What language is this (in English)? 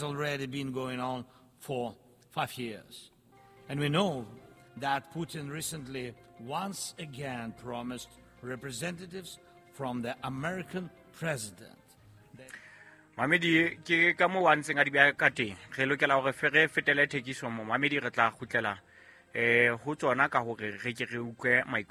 Southern Sotho